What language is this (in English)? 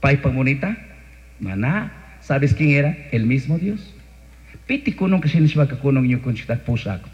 Chimborazo Highland Quichua